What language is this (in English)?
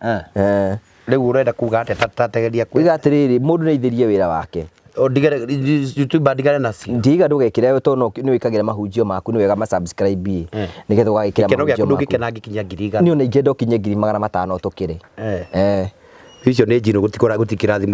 Kikuyu